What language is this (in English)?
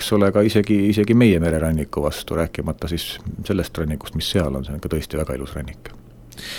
Estonian